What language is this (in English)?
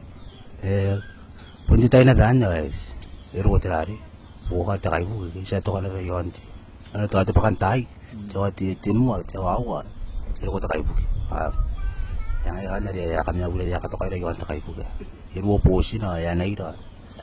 Gilbertese